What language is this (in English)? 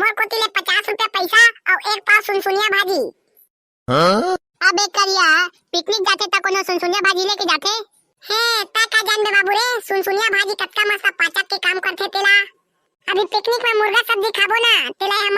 Chhattisgarhi